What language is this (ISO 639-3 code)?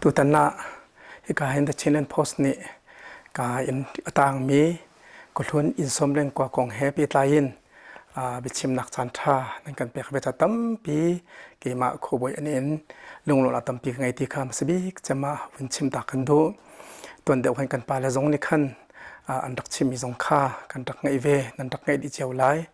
cnh